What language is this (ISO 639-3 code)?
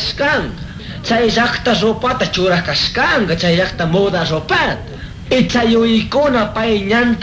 qug